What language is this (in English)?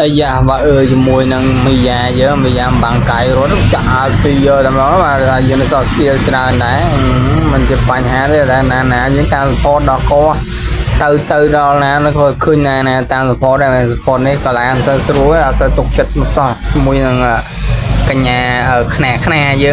Khmer